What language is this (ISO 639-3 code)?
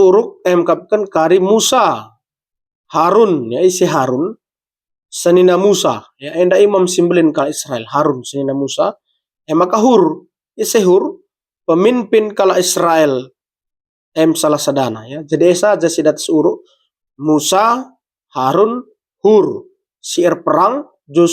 btx